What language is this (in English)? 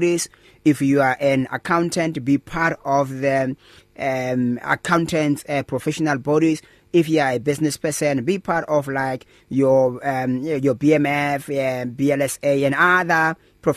English